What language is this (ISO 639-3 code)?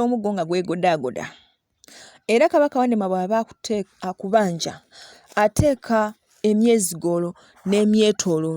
lug